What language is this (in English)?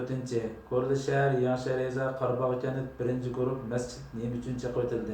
Uyghur